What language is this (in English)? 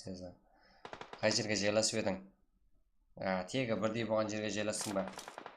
Kara-Kalpak